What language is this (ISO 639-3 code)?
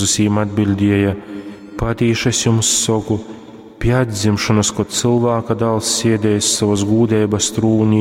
ltg